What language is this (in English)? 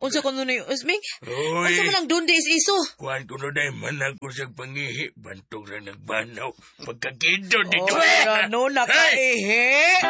Cebuano